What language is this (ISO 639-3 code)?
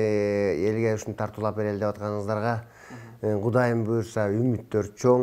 kir